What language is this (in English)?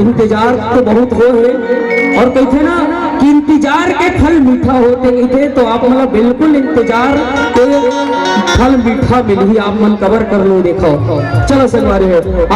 Chhattisgarhi